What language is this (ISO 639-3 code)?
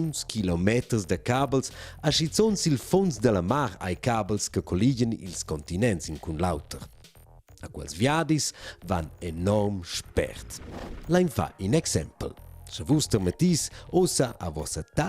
roh